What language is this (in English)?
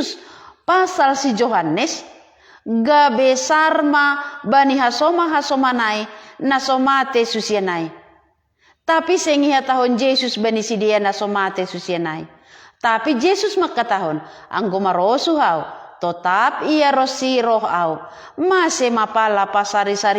Batak Simalungun